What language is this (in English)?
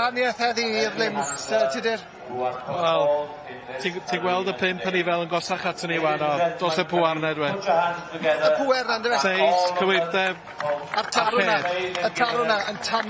Welsh